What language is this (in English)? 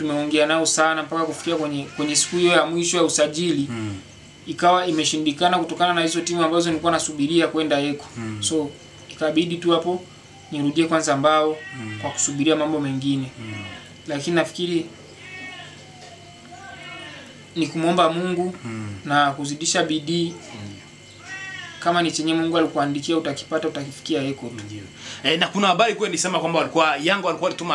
Swahili